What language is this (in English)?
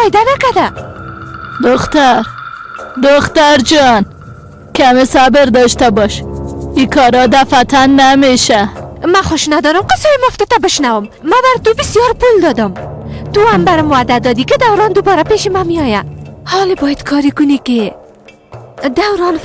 Persian